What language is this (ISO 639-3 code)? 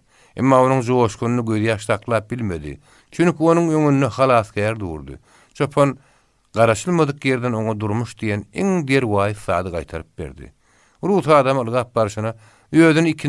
tuk